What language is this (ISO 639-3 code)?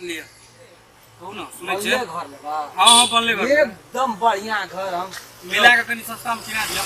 mai